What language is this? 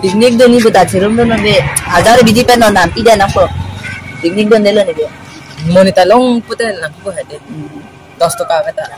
Karbi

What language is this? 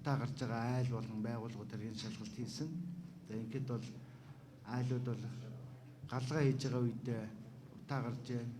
Mongolian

